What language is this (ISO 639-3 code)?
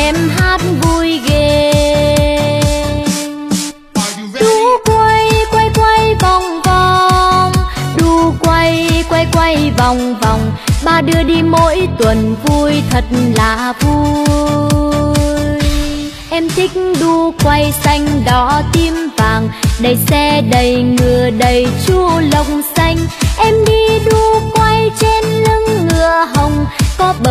vie